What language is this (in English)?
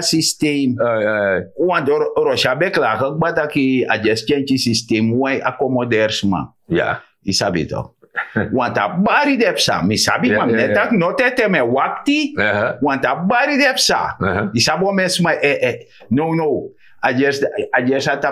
Sranan Tongo